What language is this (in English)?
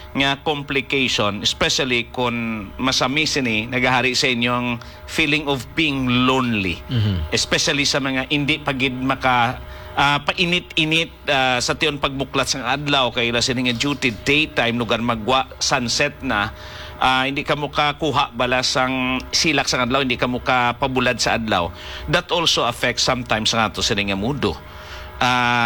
Hiligaynon